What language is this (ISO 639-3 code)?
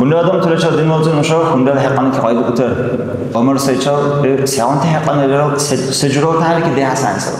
dar